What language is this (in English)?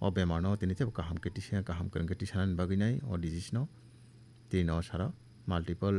Kok Borok